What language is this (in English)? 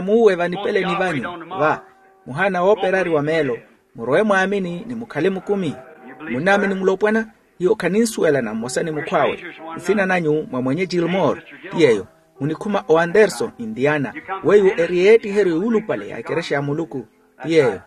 Makhuwa